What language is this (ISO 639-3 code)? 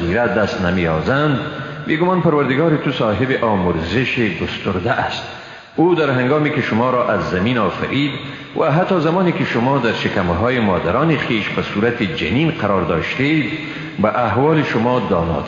fas